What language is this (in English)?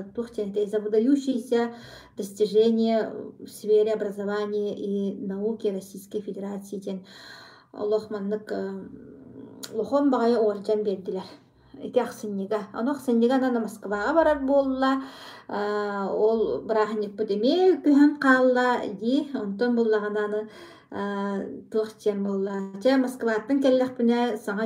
Yakut